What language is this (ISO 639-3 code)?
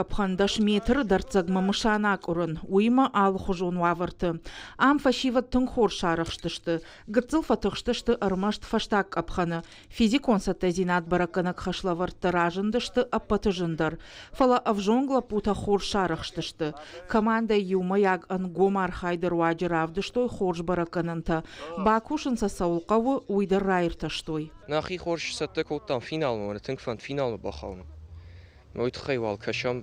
oss